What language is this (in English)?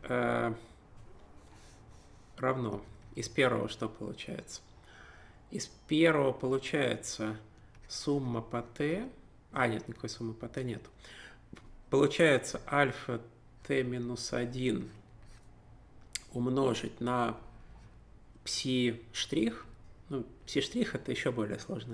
Russian